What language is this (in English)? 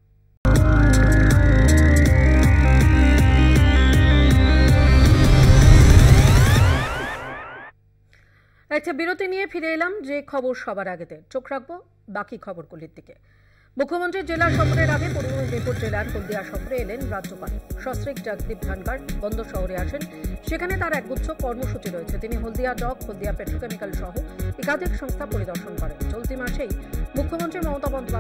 Bangla